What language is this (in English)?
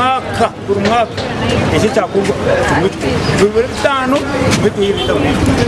Nyankole